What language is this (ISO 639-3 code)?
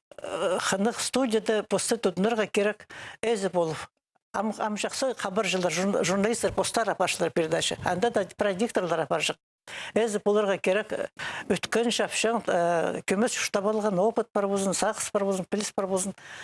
kjh